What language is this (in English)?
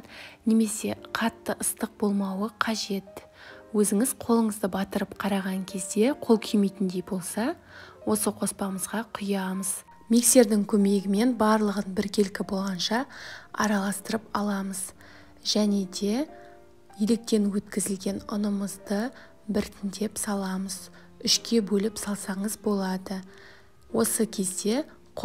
Kazakh